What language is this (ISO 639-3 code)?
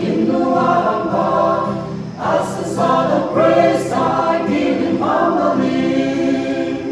yim